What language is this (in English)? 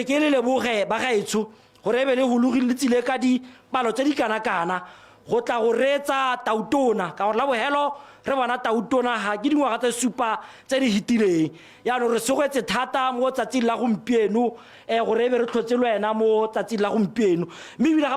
Tswana